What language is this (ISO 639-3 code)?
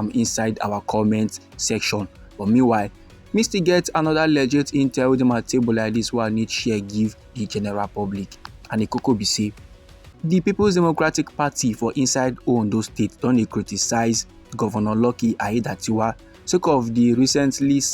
pcm